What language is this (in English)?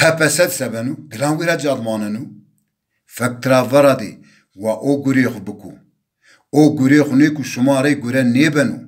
Zaza